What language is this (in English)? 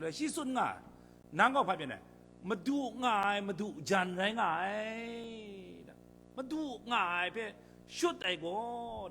Kachin